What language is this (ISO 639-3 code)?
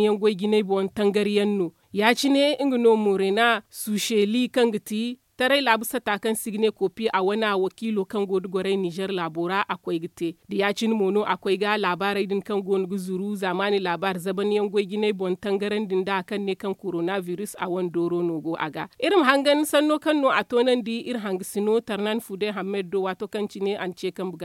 dje